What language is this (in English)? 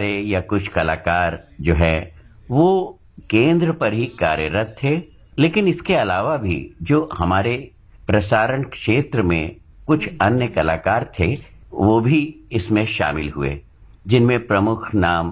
Hindi